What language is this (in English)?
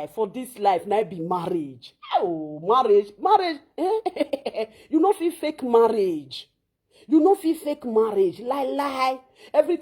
Nigerian Pidgin